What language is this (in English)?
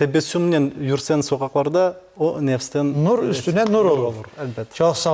Crimean Tatar